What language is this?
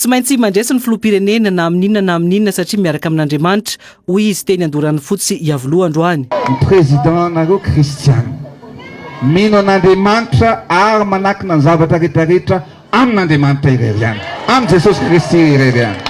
Malagasy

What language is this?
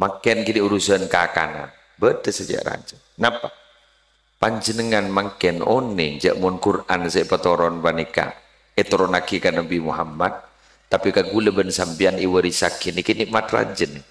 Madurese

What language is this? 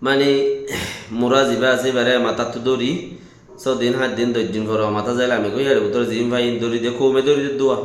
Rohingya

